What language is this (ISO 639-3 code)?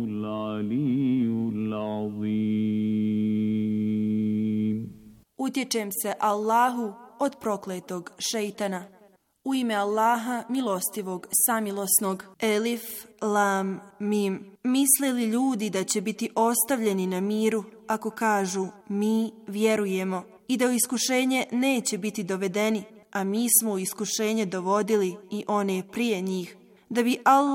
bos